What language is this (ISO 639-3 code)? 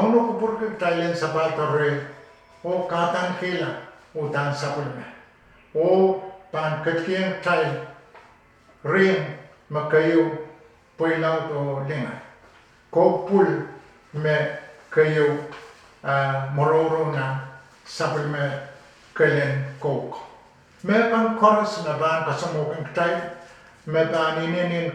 pon